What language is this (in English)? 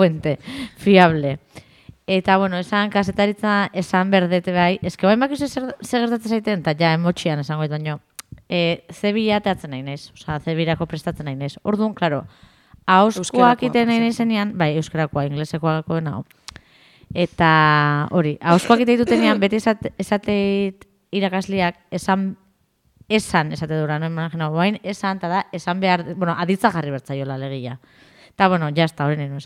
Basque